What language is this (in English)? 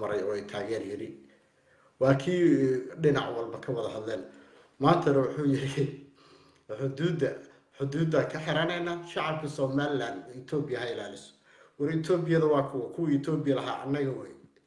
Somali